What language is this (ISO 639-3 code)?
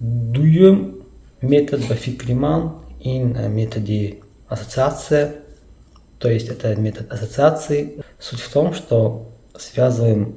tgk